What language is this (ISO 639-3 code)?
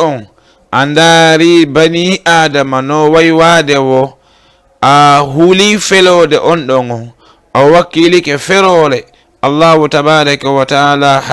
ful